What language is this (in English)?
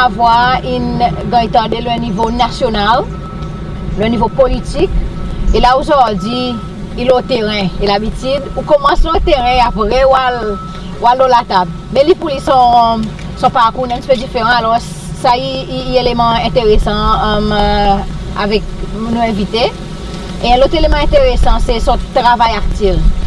Seselwa Creole French